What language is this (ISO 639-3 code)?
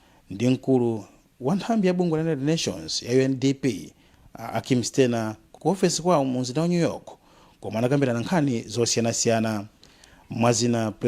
nya